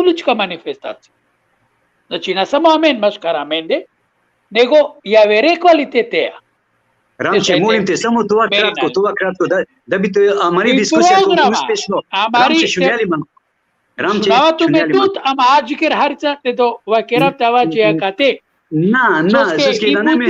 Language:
Balkan Romani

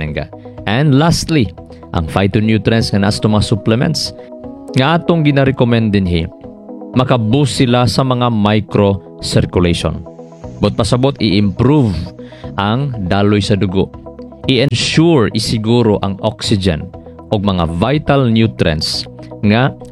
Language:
Cebuano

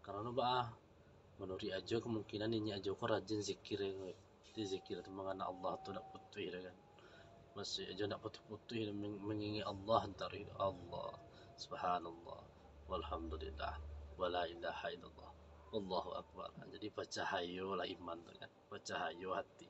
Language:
Minangkabau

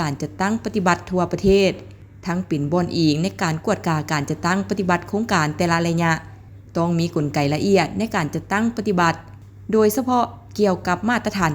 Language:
Lao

